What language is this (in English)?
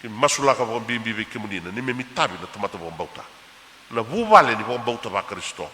Fijian